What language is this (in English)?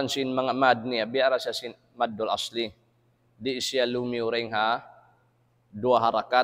Tausug